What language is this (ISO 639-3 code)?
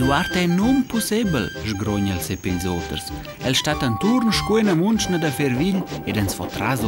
roh